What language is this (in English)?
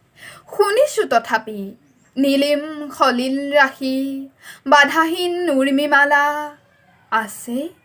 Assamese